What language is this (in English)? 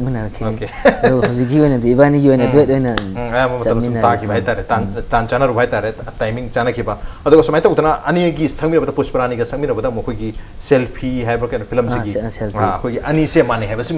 Manipuri